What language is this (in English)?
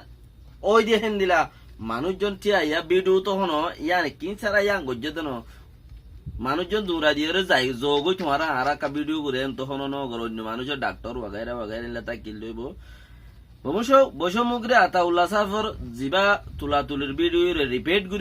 Rohingya